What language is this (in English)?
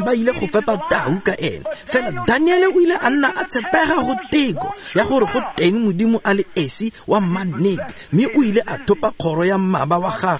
Tswana